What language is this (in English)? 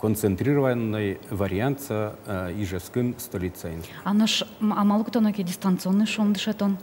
Udmurt